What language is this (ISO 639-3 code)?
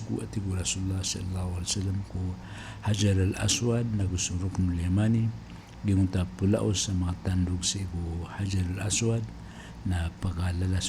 mrw